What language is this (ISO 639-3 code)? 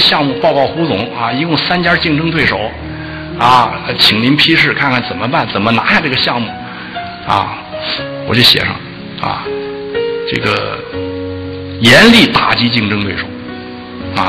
zho